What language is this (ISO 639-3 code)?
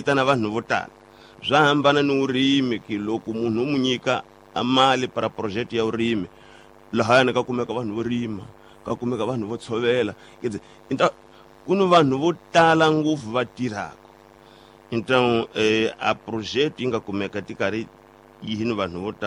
tso